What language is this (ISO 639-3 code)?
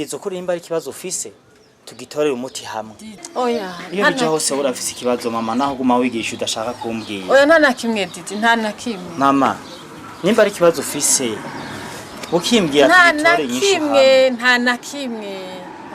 run